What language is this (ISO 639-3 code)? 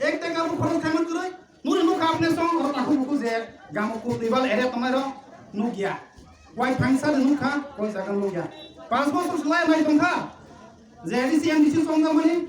trp